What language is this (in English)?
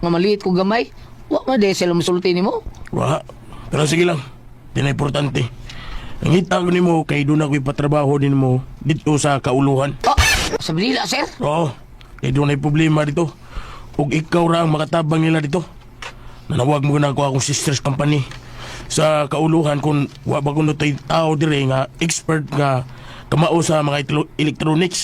Cebuano